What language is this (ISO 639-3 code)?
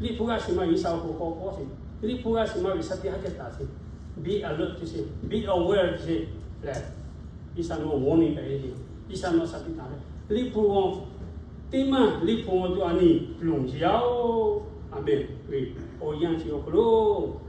lhu